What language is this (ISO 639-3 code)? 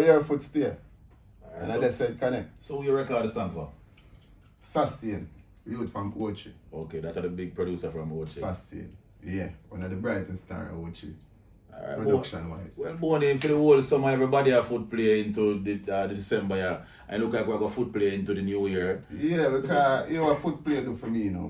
jam